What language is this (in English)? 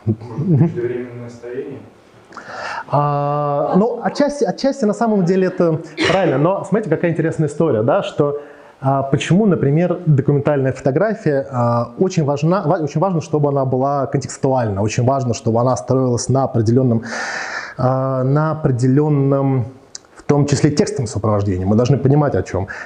Russian